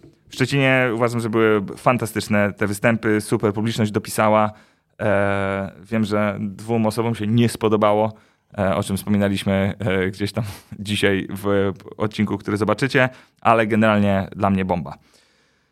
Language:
Polish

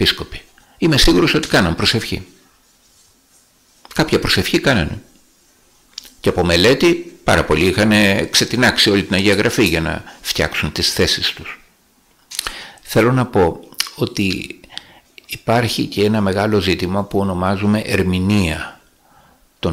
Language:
Greek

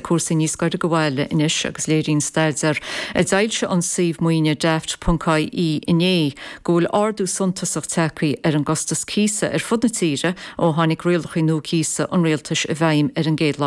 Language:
Irish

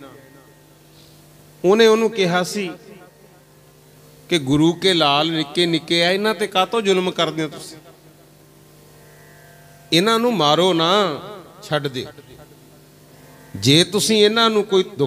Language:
Punjabi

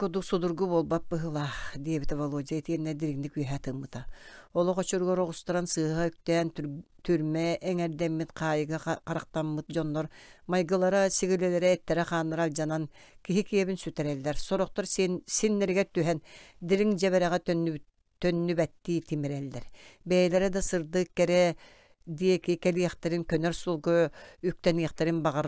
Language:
Yakut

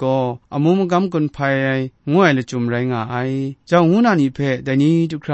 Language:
Kachin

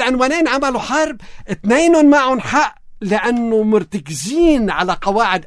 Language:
North Levantine Arabic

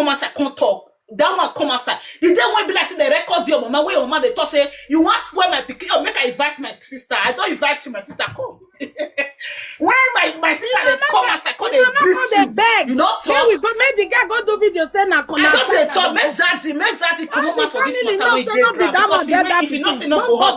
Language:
Nigerian Pidgin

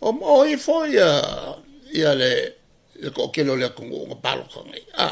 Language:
Samoan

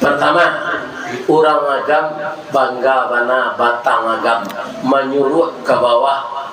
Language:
Minangkabau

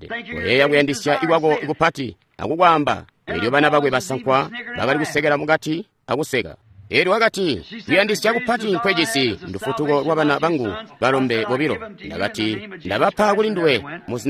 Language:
Tonga (Zambia)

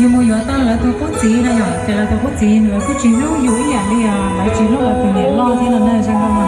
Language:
Hmong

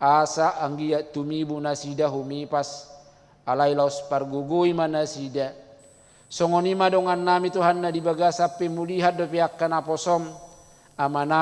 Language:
Batak Toba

